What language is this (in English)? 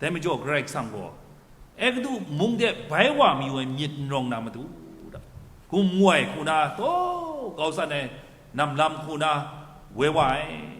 Kachin